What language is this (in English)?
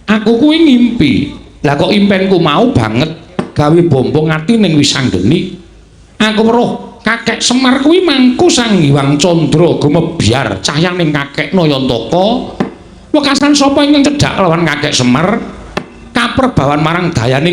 Javanese